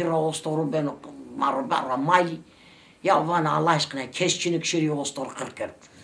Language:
Zaza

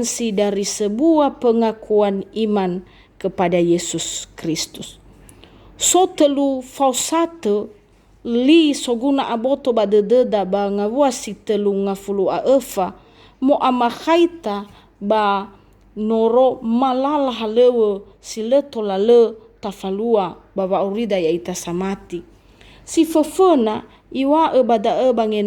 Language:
Nias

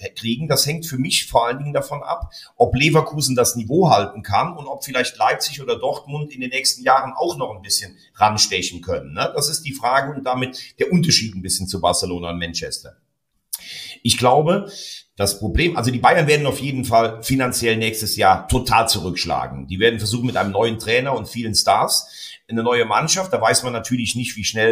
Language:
German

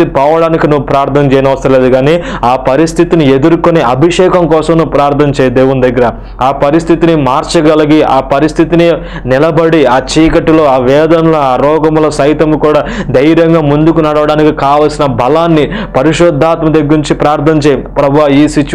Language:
Telugu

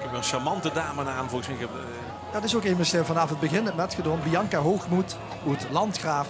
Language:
Limburgish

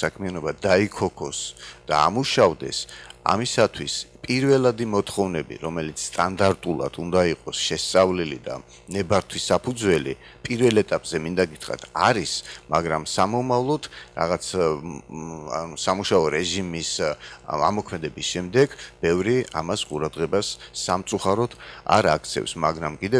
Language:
Georgian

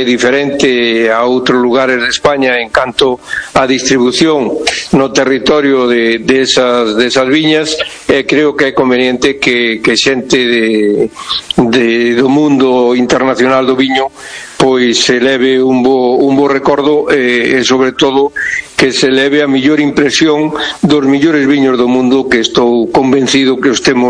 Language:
Galician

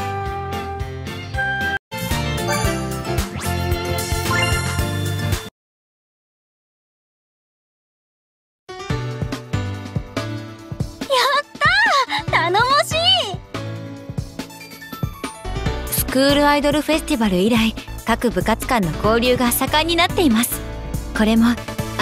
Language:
Japanese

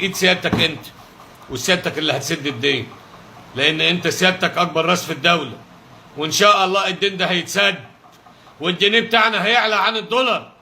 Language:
Egyptian Arabic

